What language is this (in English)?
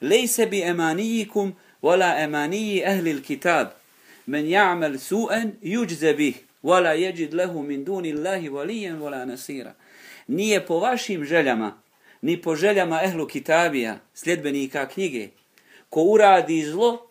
Bosnian